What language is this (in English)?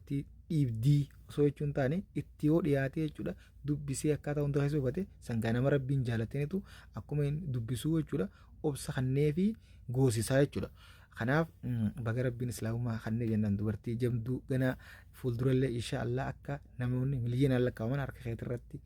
Oromo